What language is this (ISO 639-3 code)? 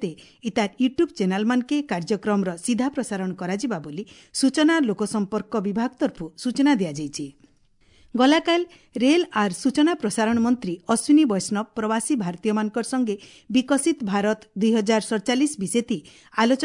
ori